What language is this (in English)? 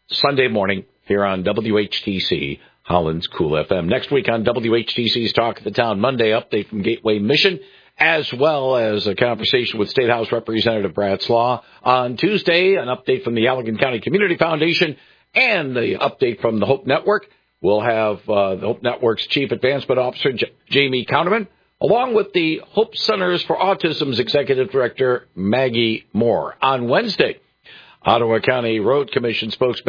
English